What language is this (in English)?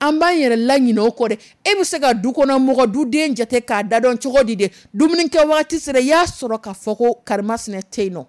Dyula